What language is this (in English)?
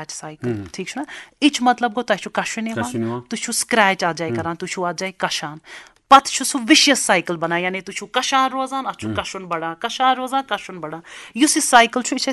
Kashmiri